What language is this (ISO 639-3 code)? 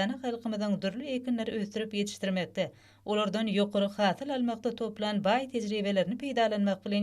tuk